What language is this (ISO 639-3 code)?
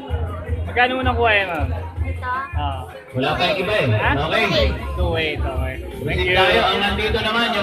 fil